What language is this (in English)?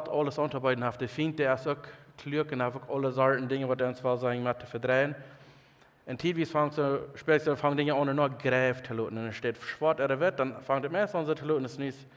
Plautdietsch